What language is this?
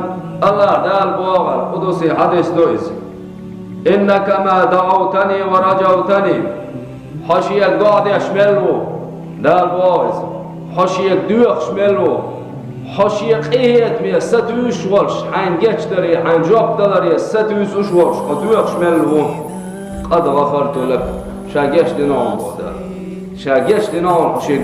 Chechen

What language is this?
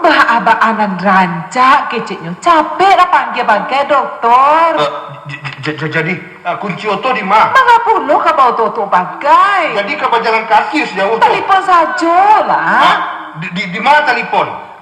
Minangkabau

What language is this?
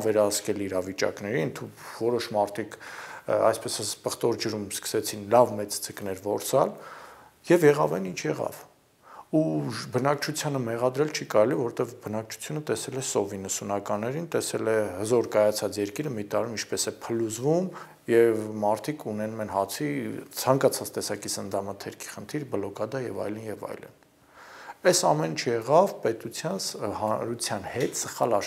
Armenian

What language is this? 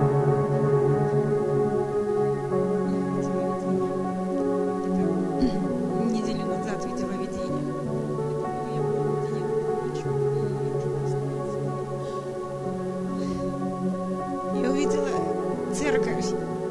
Russian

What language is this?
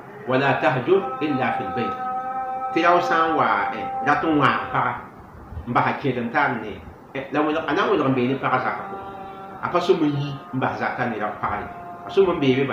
Mossi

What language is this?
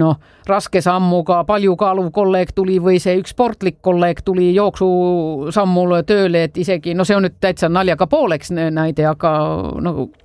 Estonian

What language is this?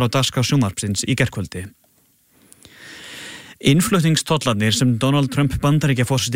Icelandic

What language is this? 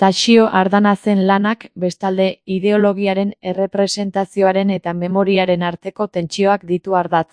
Basque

